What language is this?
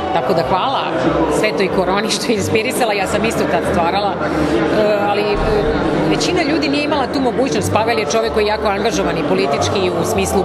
Serbian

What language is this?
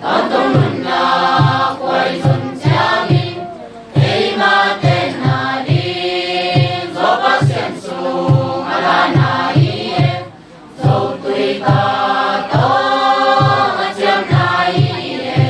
Tedim Chin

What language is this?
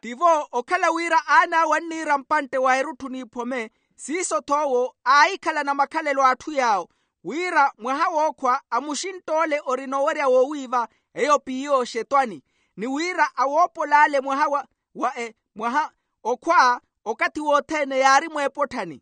Makhuwa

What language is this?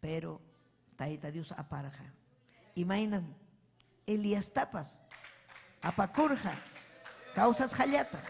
Ayacucho Quechua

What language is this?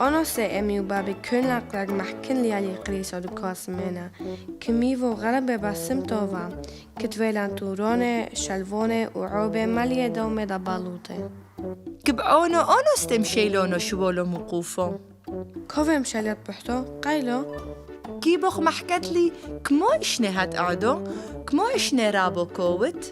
Turoyo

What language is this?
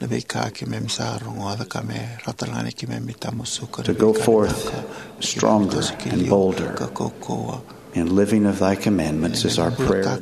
Fijian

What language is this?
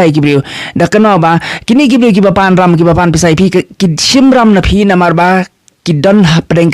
Khasi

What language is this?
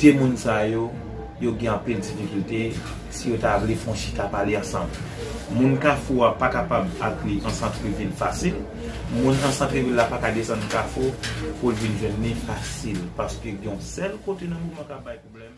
Haitian Creole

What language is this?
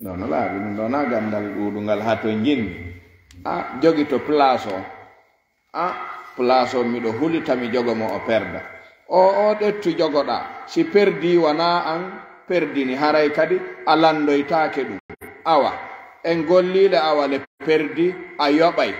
Fula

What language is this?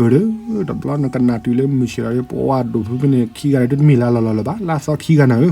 S'gaw Karen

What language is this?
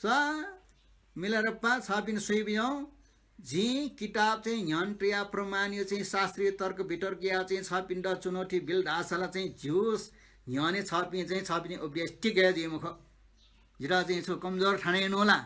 Newari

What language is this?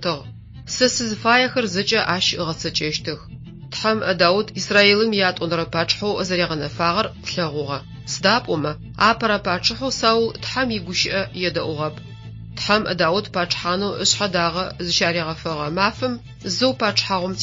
Adyghe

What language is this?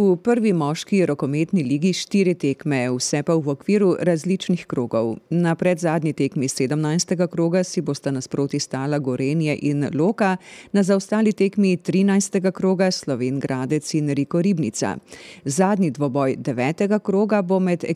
Slovenian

